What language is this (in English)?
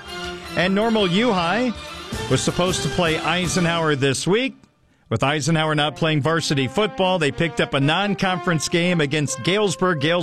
English